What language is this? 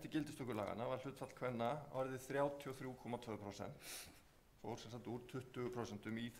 Icelandic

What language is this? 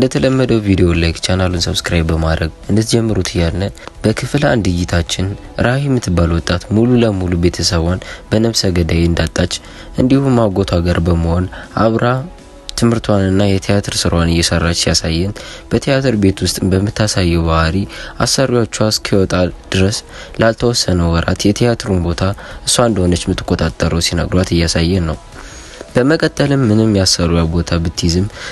Amharic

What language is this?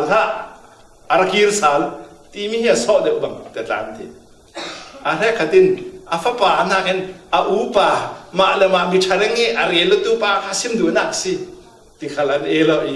Falam Chin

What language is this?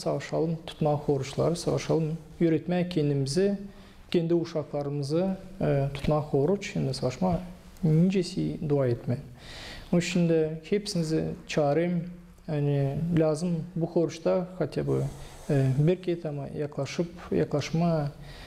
Gagauz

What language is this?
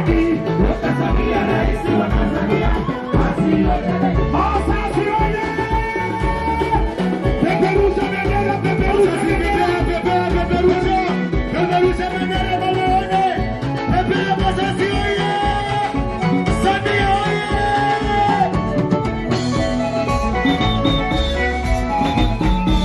Swahili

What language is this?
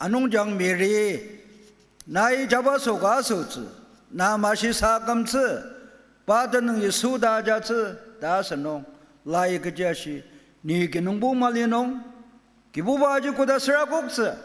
Ao Naga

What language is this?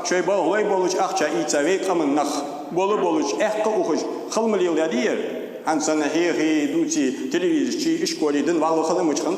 Ingush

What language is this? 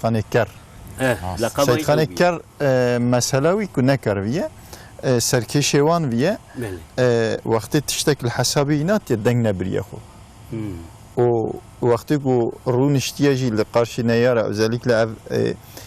Kurdish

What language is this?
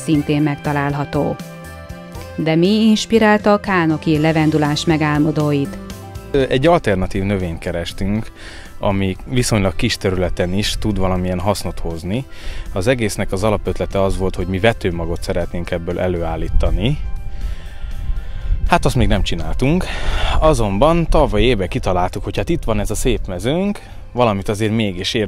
Hungarian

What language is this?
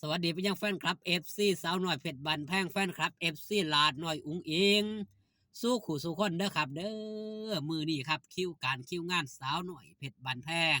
Northeastern Thai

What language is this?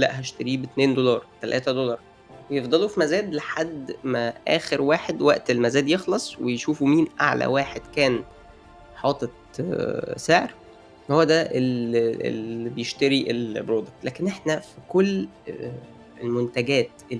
Egyptian Arabic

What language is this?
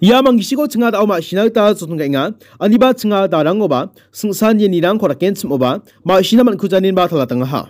Garo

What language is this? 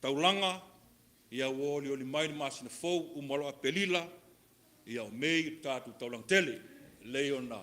Samoan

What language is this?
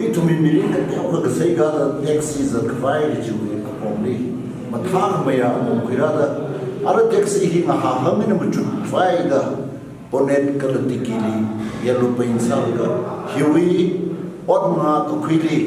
Tangkhul Naga (India)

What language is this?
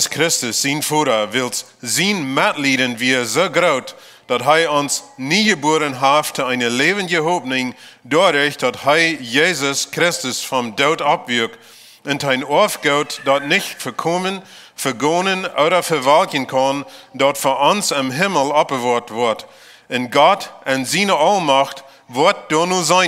Plautdietsch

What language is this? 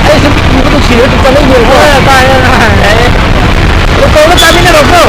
Manipuri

